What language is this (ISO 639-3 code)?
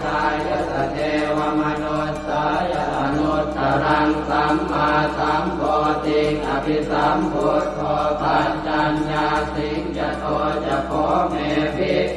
pli